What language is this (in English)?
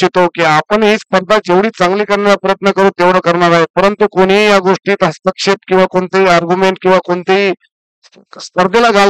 Marathi